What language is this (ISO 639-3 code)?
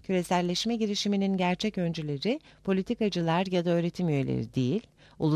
tur